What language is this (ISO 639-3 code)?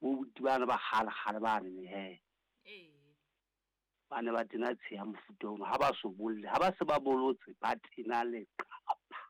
sot